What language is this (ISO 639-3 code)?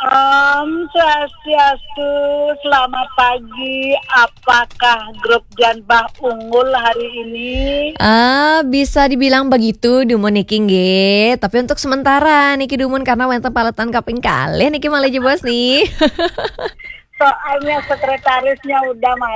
ban